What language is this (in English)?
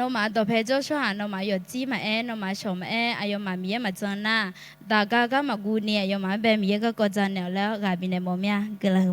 Akha